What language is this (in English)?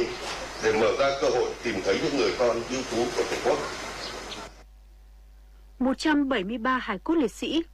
Vietnamese